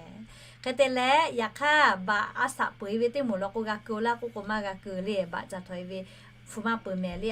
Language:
Lahu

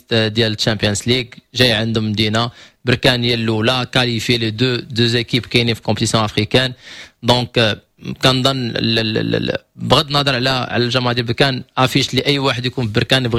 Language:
Moroccan Arabic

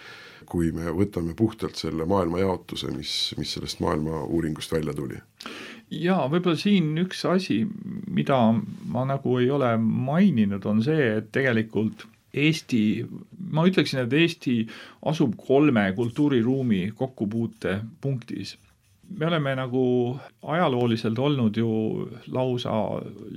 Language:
Estonian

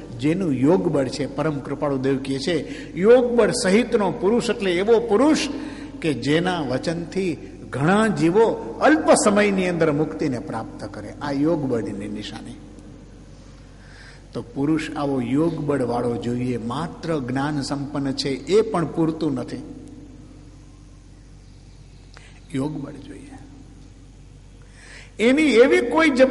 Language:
Gujarati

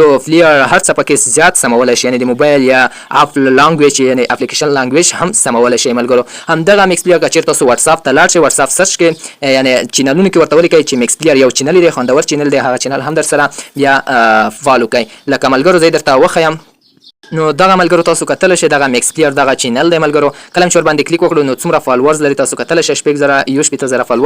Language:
Pashto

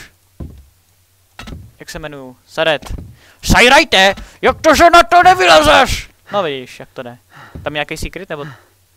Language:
Czech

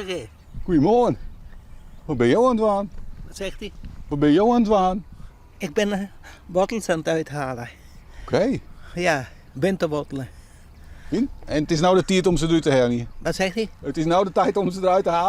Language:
Western Frisian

